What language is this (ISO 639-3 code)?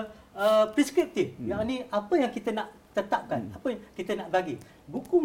msa